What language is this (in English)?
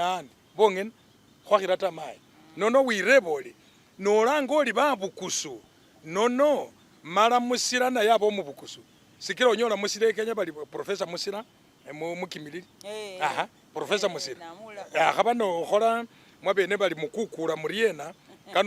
Masaaba